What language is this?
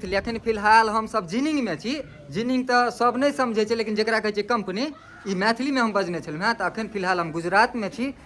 Maithili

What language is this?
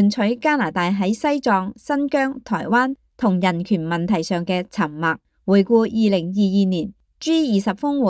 Cantonese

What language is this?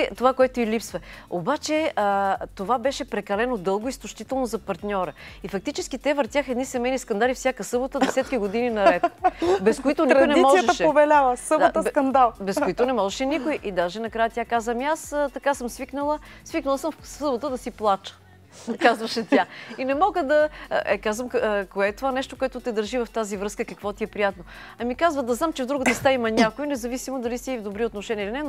Bulgarian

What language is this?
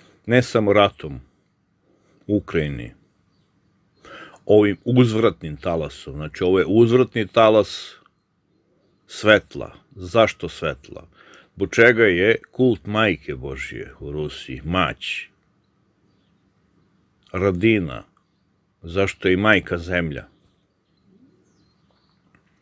Serbian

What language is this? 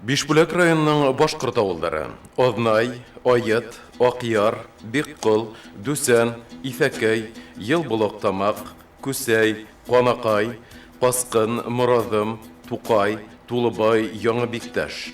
Bashkir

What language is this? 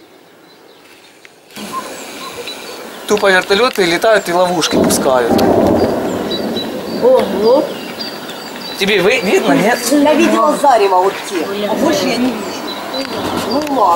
Russian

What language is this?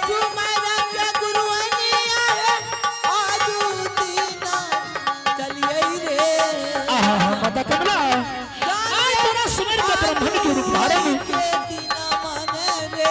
Angika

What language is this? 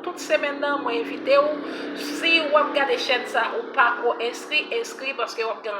Haitian Creole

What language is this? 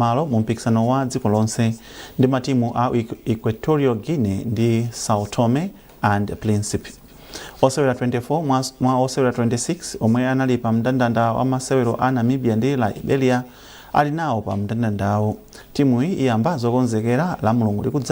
Nyanja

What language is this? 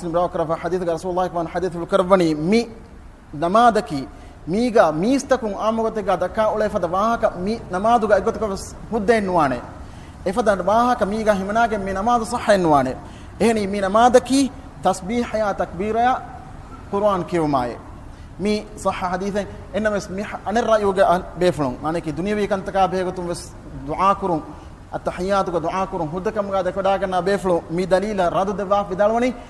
Divehi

